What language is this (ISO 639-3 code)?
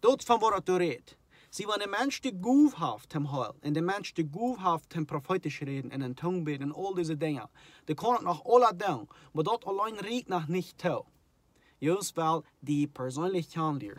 pdt